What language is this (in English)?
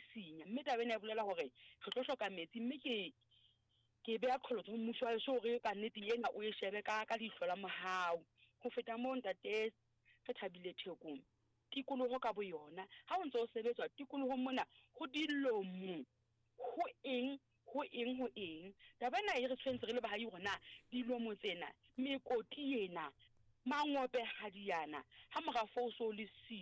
Southern Sotho